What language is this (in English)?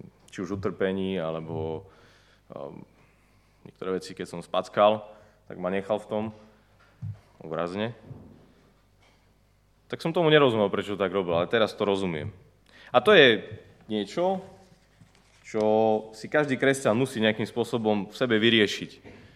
Slovak